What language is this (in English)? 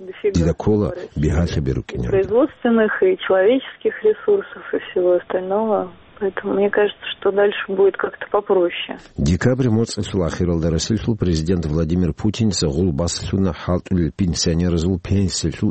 Avaric